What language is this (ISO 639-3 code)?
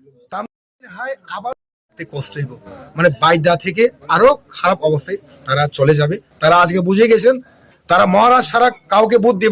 trp